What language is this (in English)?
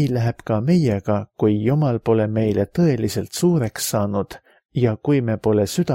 Estonian